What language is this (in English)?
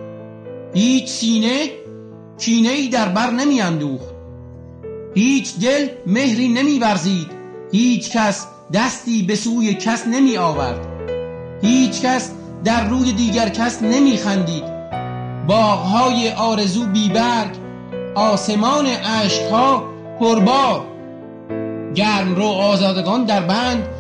Persian